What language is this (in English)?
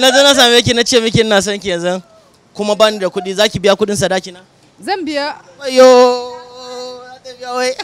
Hausa